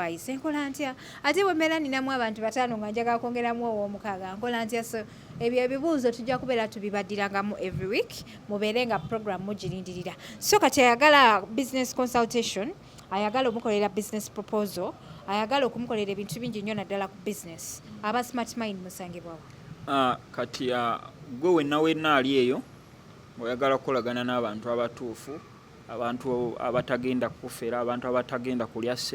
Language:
Ganda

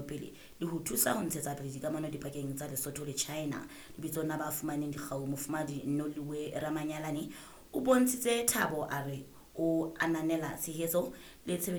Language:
Southern Sotho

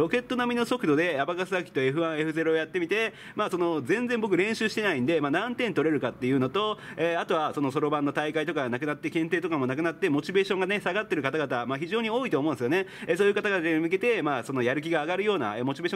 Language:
Japanese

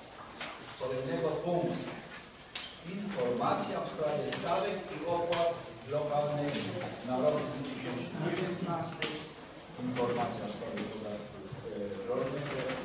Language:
Polish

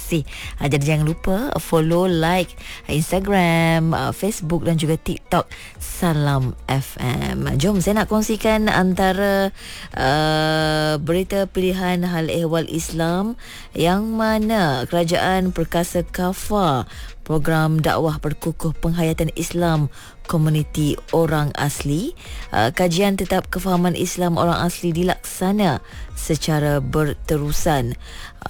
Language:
Malay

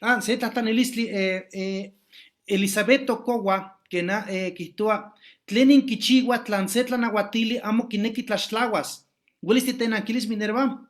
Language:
Eastern Huasteca Nahuatl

